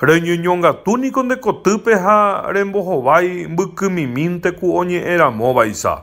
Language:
Guarani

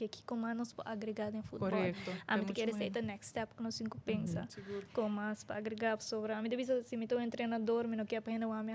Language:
Papiamento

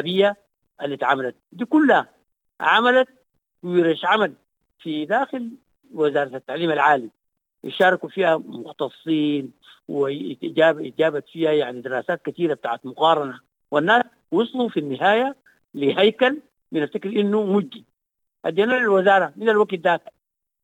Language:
Sudanese Arabic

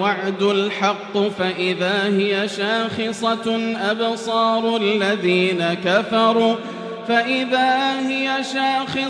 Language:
Arabic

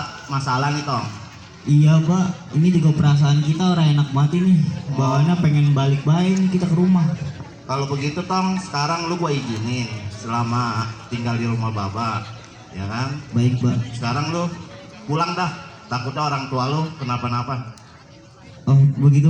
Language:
Betawi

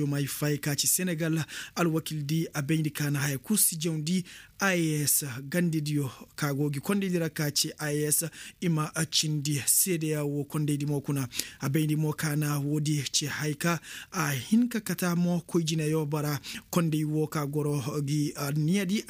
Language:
Koyraboro Senni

